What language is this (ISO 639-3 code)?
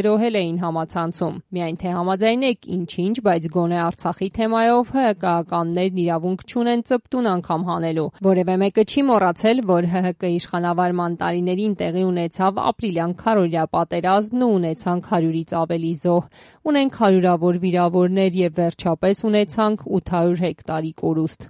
hye